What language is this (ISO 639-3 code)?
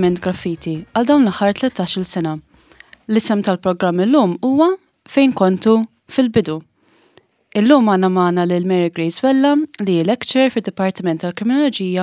mlt